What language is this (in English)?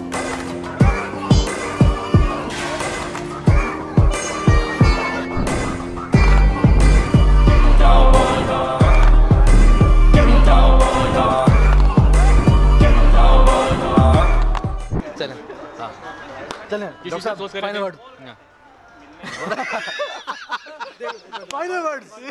Hindi